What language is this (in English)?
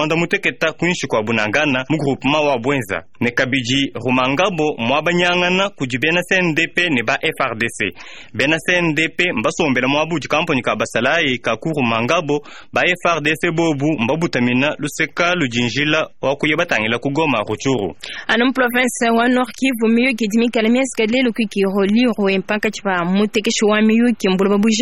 Luba-Lulua